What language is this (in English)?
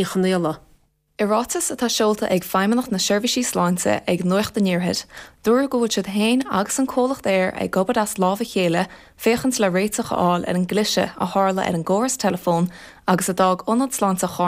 Irish